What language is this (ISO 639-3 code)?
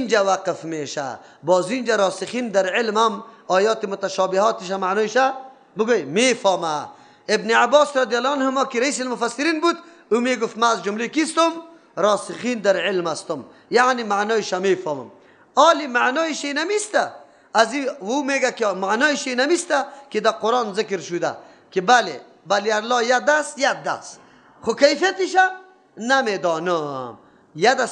fas